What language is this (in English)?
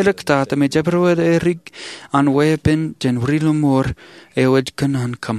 Marshallese